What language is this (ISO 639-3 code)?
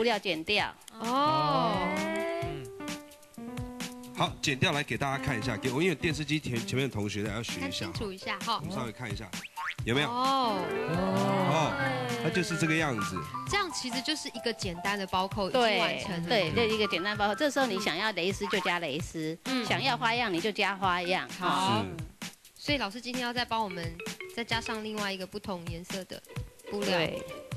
zho